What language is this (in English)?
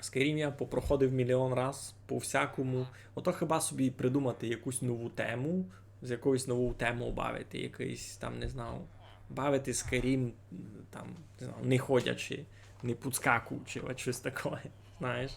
Rusyn